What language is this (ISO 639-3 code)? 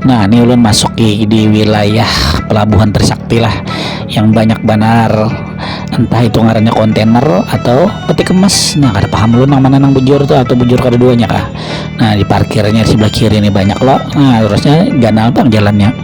bjn